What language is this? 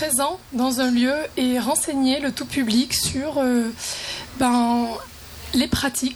French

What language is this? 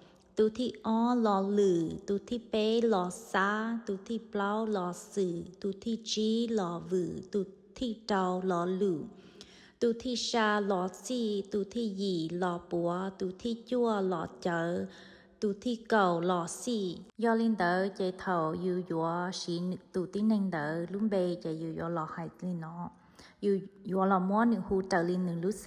Hmong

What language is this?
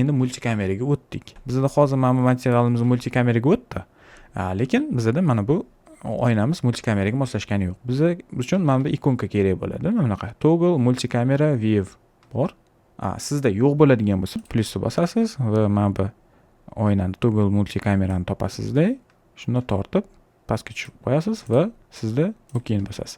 Uzbek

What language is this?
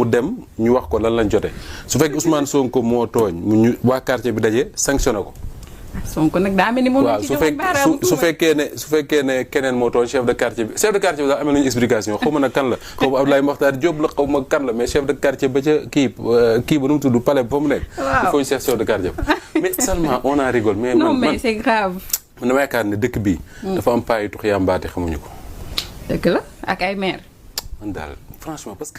Wolof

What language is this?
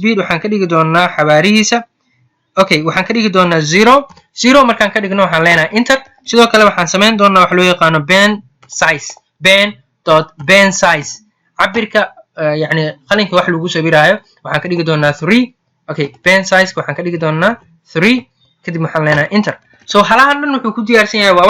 Somali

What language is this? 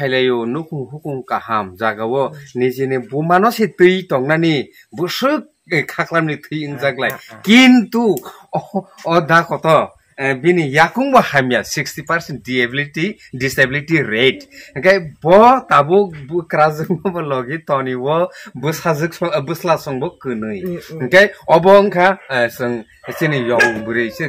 Kok Borok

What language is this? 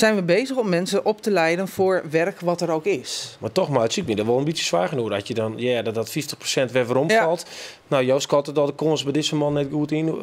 Western Frisian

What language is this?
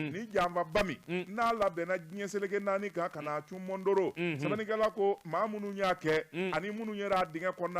Bambara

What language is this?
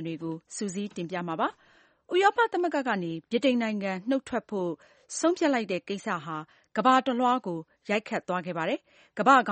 Burmese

